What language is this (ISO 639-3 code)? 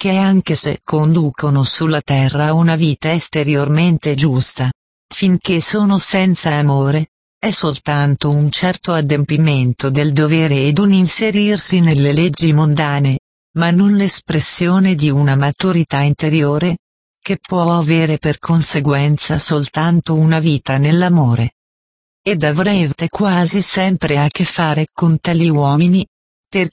ita